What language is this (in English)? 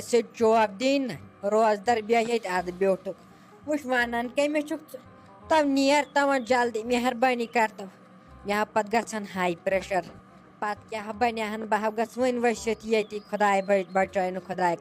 Kashmiri